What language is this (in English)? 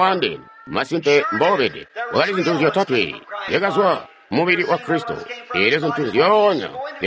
Tonga (Zambia)